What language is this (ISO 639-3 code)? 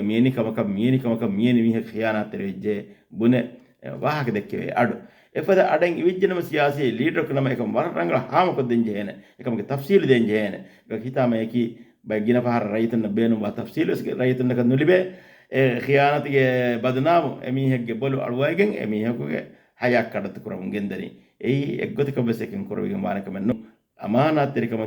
div